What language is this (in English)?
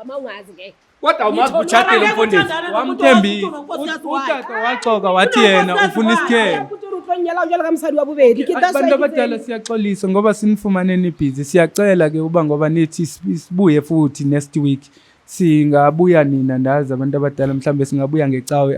Zulu